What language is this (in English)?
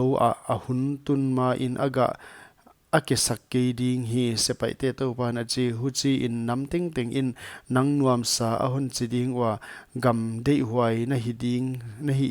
Paite Chin